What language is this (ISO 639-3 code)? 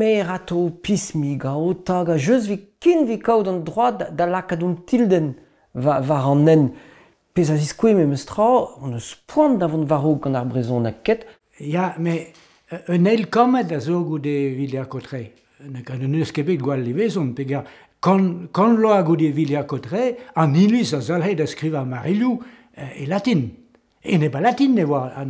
bre